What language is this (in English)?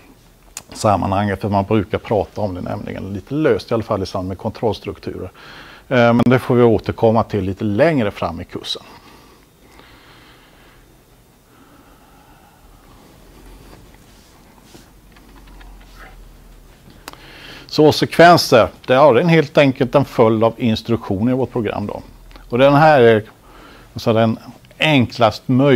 Swedish